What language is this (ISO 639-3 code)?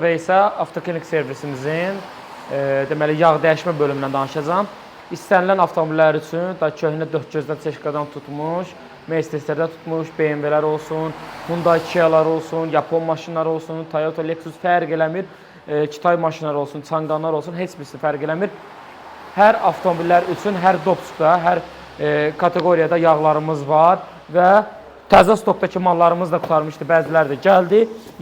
aze